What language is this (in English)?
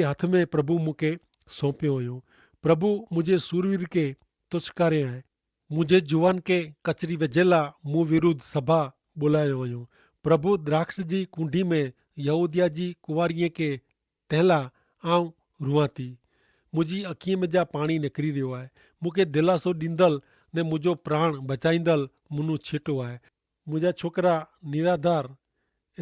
Kachhi